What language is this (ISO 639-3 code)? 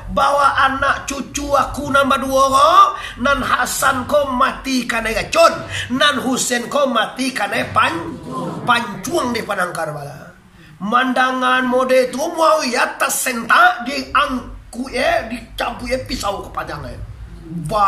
min